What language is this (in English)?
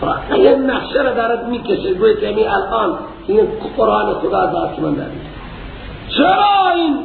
Persian